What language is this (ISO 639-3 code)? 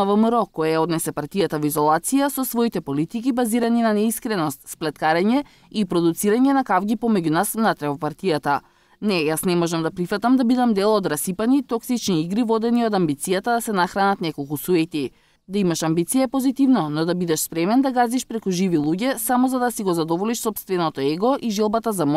mkd